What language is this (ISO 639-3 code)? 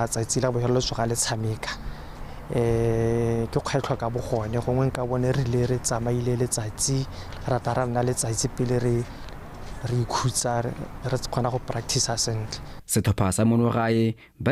tsn